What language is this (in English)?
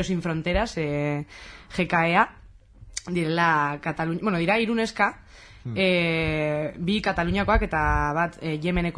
Basque